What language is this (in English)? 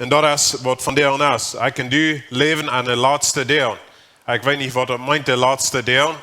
Plautdietsch